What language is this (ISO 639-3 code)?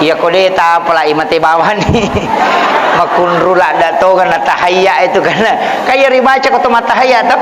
bug